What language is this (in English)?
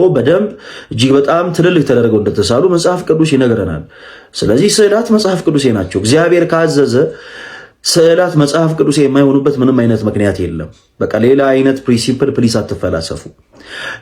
Amharic